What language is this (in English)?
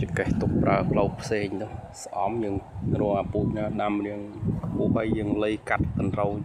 Khmer